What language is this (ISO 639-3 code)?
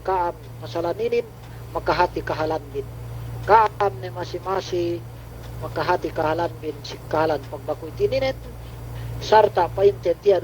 yka